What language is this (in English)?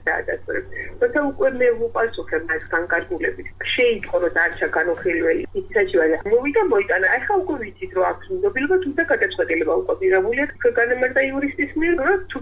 Georgian